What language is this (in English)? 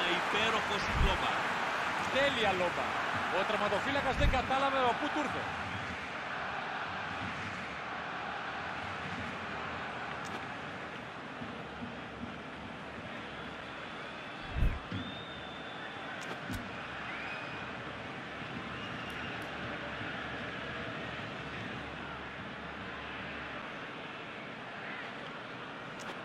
Greek